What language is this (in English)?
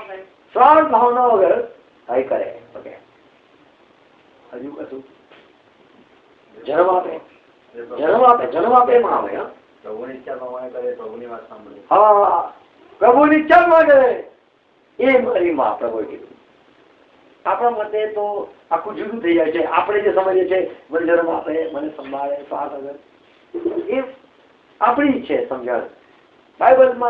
Gujarati